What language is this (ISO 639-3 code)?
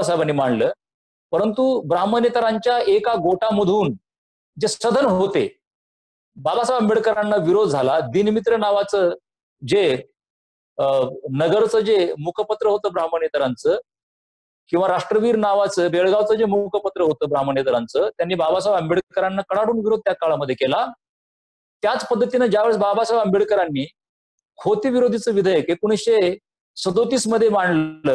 mar